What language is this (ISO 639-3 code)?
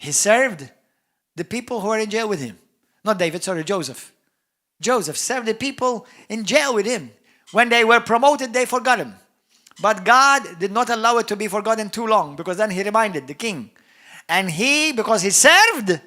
eng